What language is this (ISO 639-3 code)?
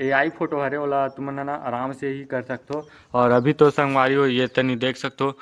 hne